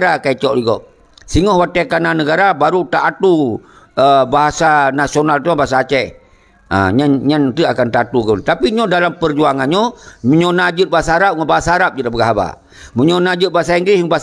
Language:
Achinese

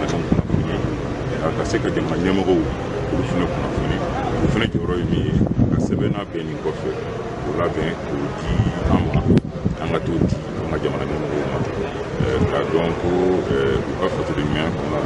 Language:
Bambara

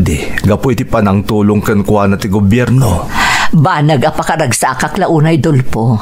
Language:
Iloko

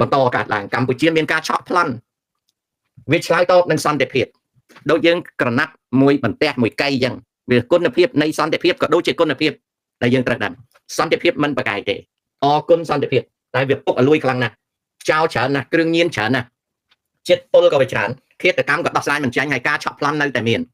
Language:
Khmer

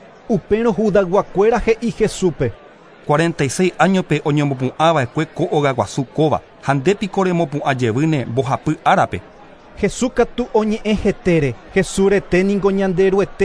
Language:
Guarani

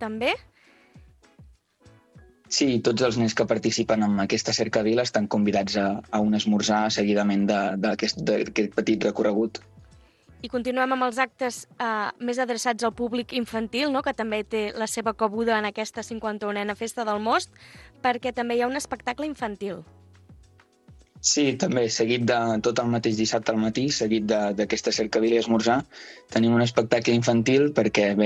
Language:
Catalan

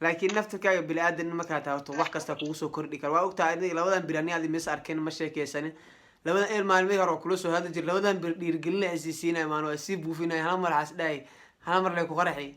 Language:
Somali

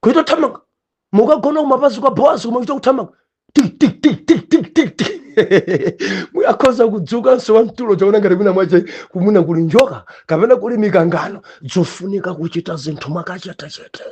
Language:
Nyanja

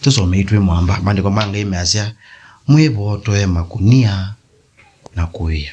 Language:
Kamba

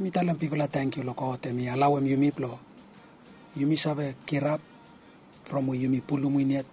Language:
Bislama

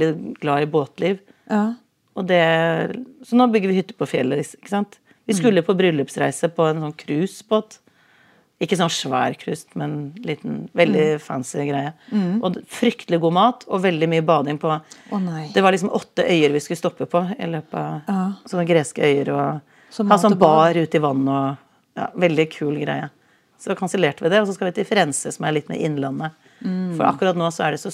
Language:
Norwegian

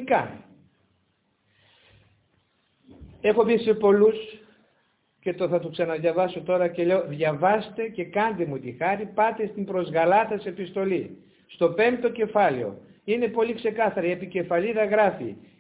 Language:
Greek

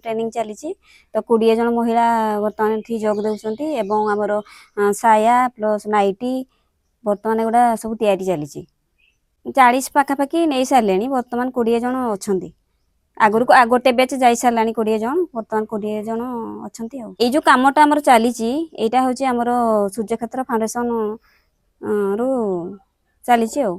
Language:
Odia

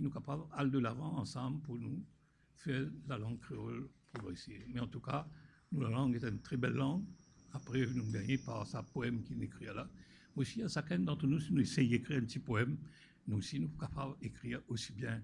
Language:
Morisyen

